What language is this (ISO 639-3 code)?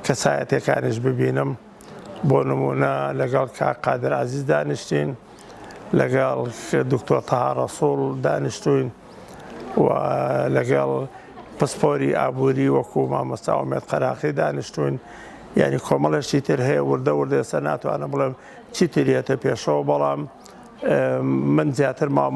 ckb